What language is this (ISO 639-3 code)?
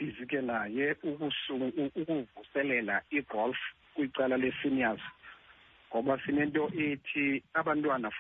xho